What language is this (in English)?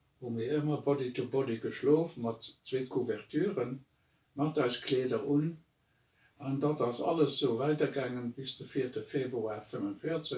Luxembourgish